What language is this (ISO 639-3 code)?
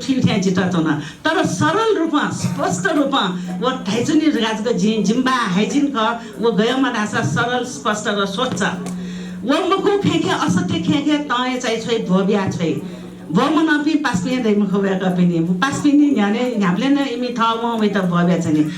new